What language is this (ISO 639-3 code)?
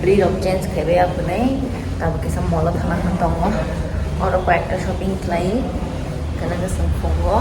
trp